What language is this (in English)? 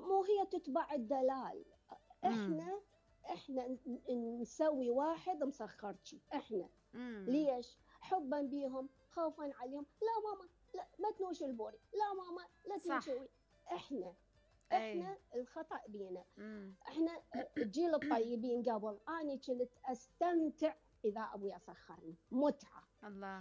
Mesopotamian Arabic